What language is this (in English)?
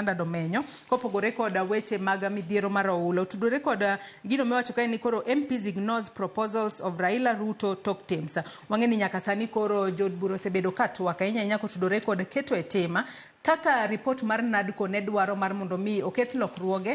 Luo (Kenya and Tanzania)